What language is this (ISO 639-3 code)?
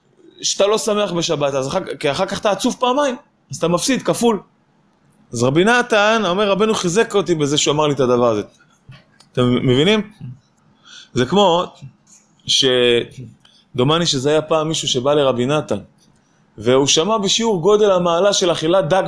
heb